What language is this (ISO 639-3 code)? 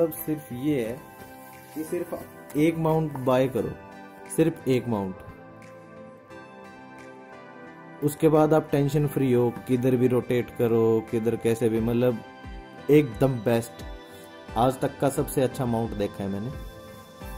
hin